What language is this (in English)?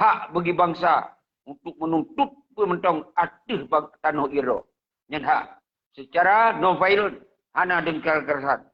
Achinese